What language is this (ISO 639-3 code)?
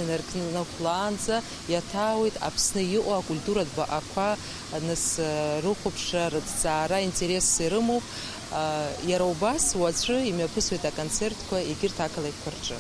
abk